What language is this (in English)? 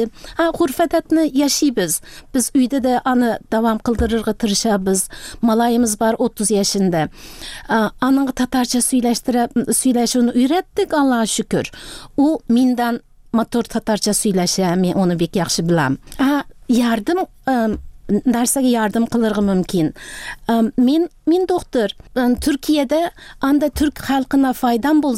Tatar